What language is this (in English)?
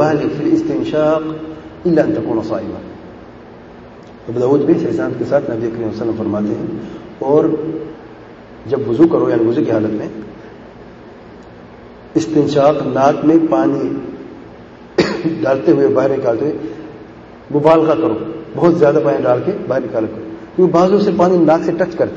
Urdu